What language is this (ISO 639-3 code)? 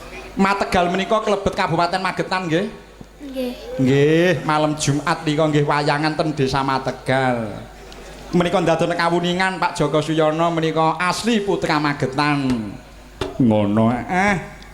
jav